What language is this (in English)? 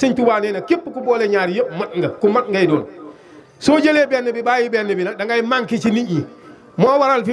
Wolof